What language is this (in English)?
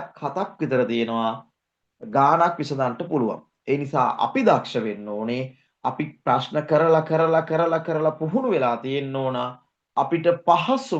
Sinhala